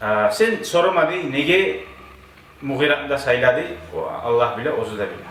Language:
Kumyk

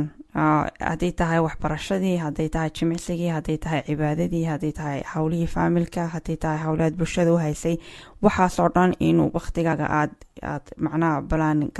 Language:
Somali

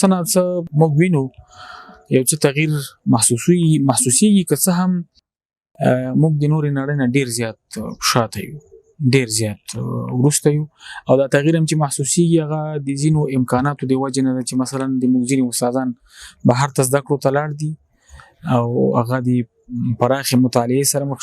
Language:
Pashto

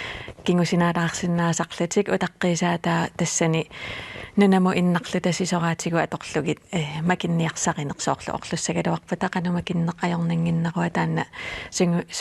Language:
Kalaallisut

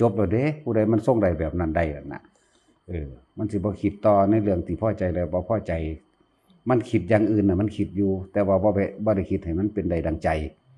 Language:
Northeastern Thai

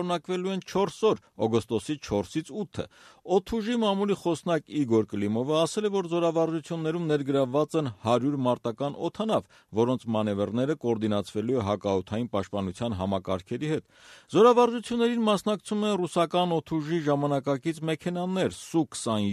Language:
Armenian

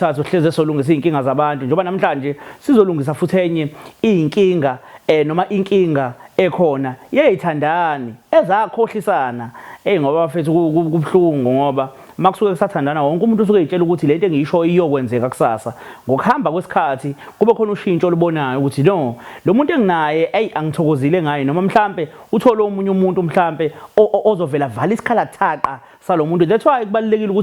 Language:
Zulu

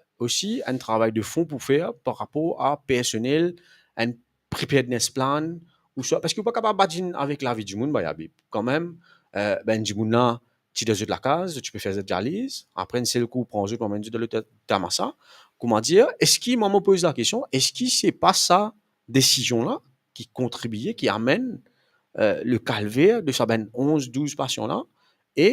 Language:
Morisyen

